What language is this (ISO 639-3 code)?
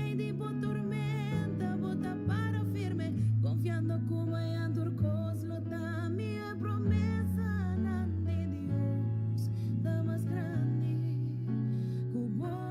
pap